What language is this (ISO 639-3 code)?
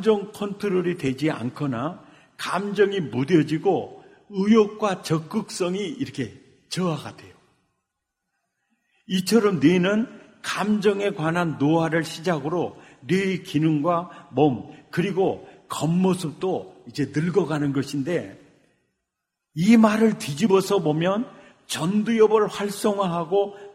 kor